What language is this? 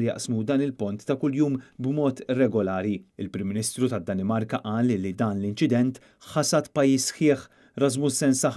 Maltese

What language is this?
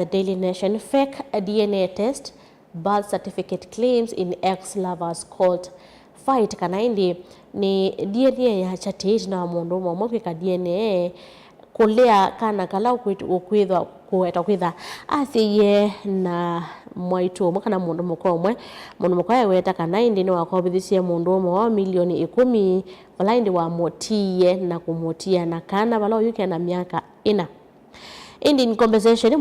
Kamba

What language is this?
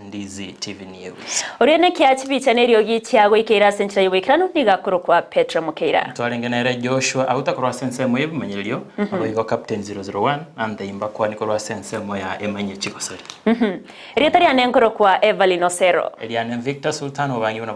Gusii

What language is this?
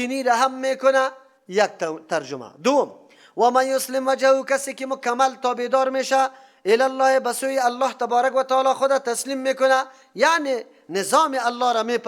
Persian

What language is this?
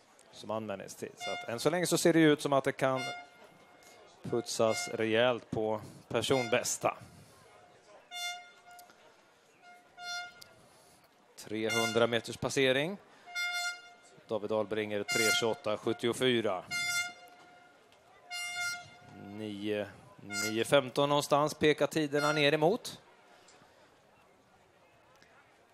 Swedish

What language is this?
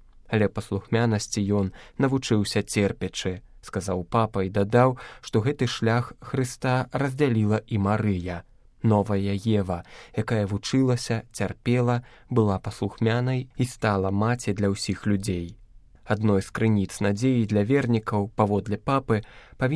Belarusian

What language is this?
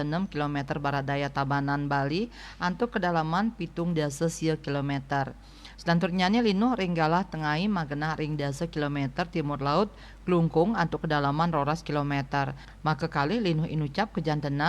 Balinese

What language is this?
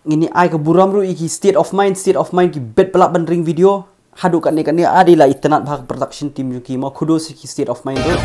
Khasi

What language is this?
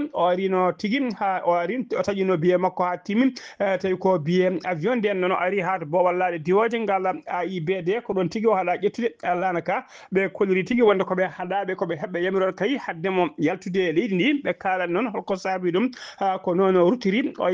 Fula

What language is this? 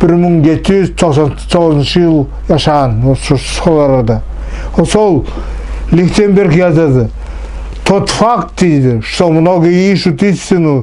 Nogai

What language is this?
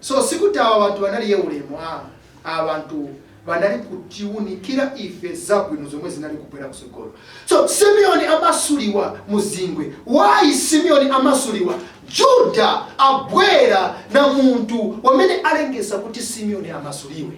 Nyanja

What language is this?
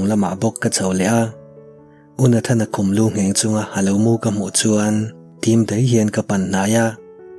Mizo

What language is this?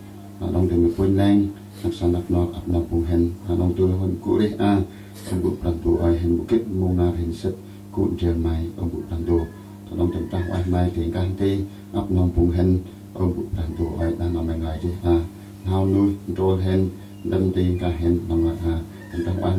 Central Mnong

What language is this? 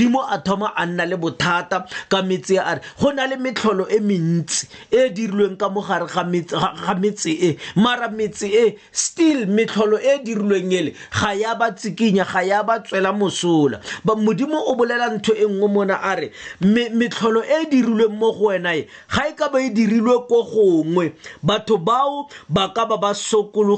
Tswana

